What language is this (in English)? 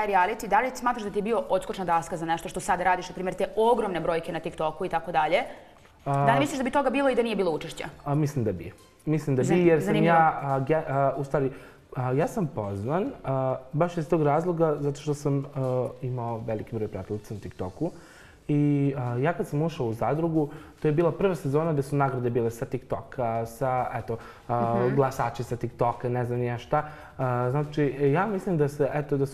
Serbian